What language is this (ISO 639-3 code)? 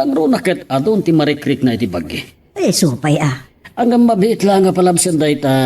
ilo